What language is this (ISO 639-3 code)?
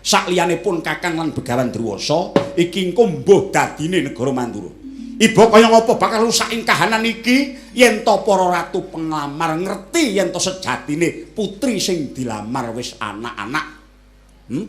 jav